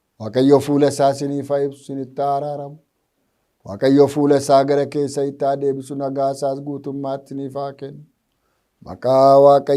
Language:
Oromo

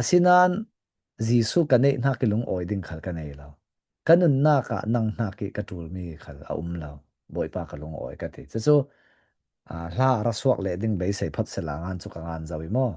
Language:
Falam Chin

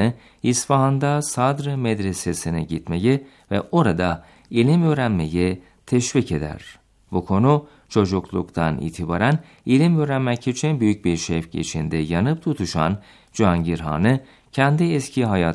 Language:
Turkish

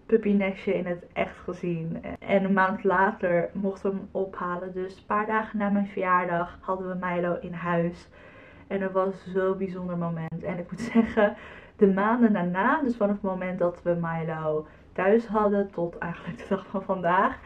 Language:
Dutch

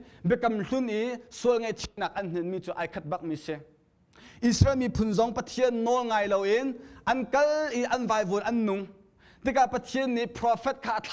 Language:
Hakha Chin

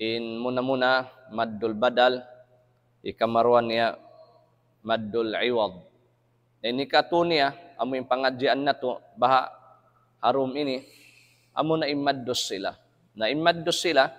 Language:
Tausug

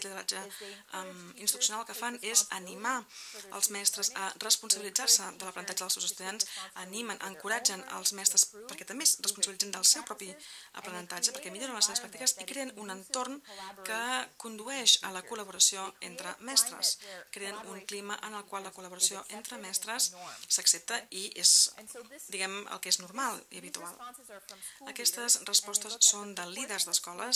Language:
Catalan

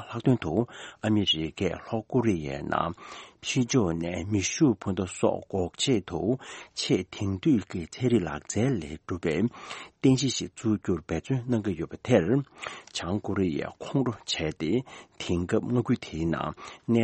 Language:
Tibetan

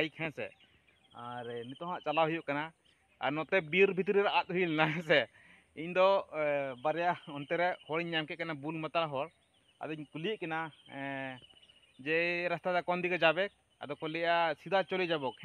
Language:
Santali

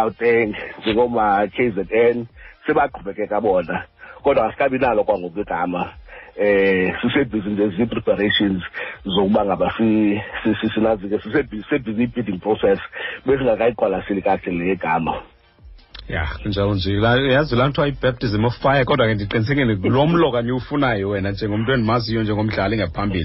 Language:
Xhosa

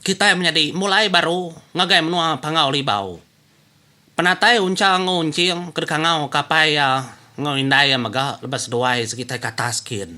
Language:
Iban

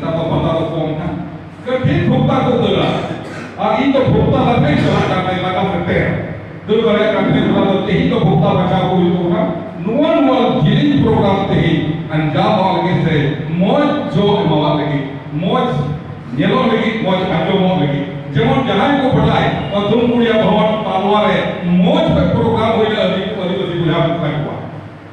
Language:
Santali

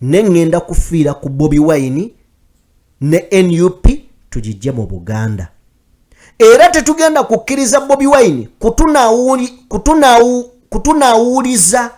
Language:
Ganda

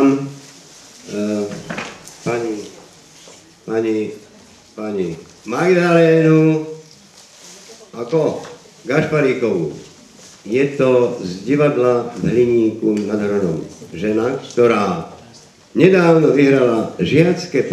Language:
Slovak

